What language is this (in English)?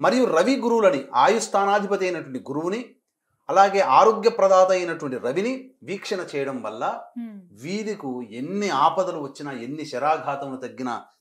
Telugu